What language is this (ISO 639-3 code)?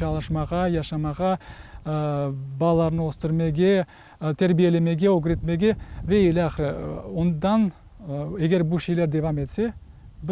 crh